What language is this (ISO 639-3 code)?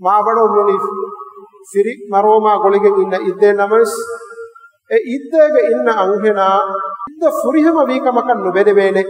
div